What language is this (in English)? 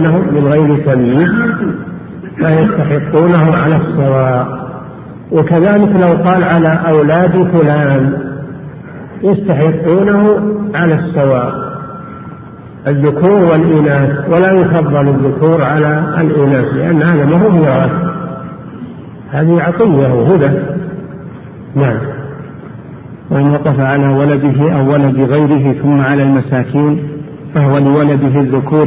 Arabic